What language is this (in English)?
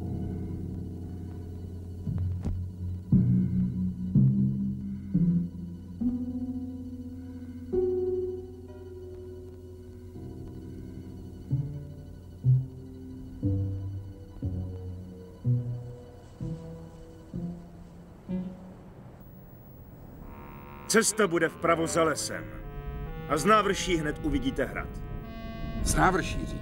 Czech